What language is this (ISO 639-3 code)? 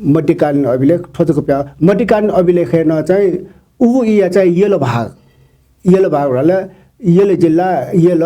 new